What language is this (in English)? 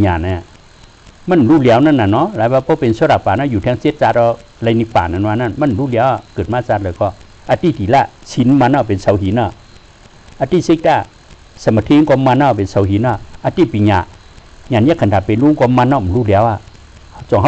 Shan